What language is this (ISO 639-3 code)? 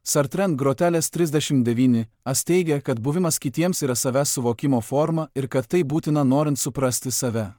lit